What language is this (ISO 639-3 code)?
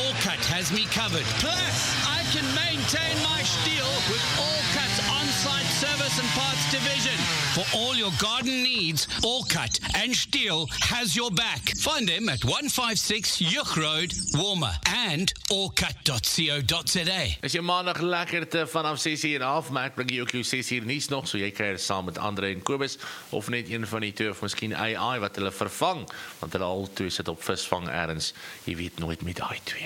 afr